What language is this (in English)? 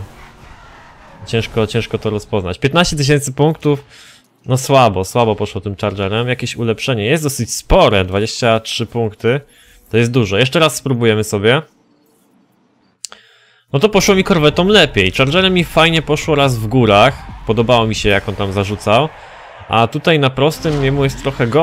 Polish